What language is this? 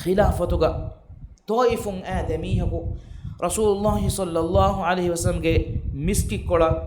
Divehi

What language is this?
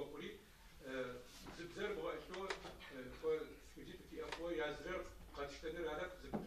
Adyghe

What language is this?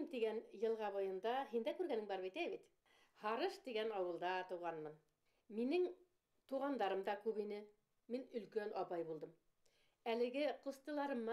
Bashkir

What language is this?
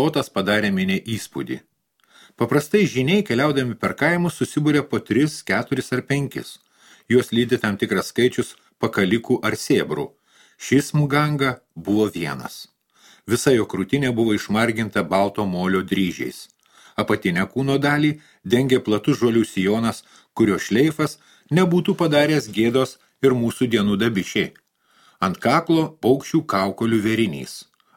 Lithuanian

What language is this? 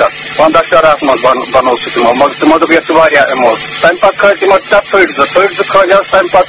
Kashmiri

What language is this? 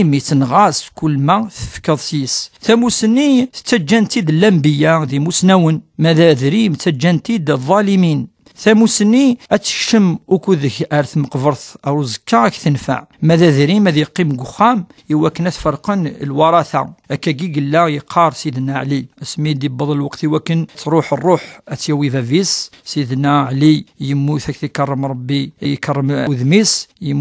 Kabyle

